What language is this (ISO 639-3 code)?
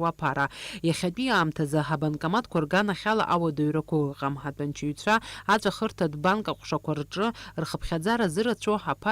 abk